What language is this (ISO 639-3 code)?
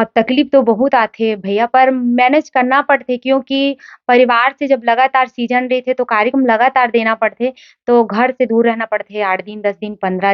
hne